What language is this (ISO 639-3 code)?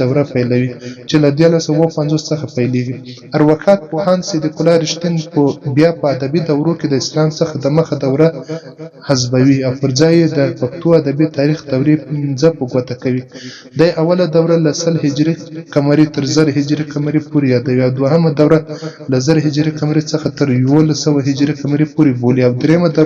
pus